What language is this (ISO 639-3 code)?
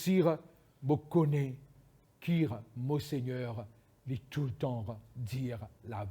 mfe